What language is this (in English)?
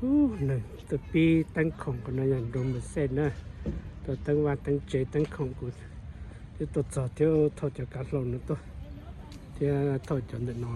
Hmong